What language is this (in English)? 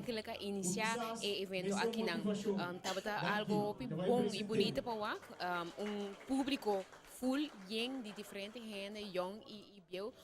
Papiamento